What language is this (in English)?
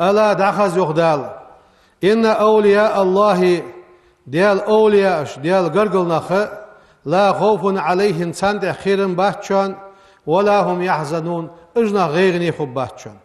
Ingush